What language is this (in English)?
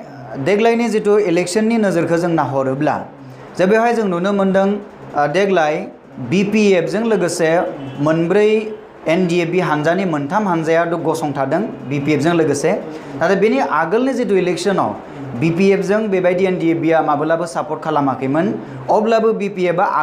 Bodo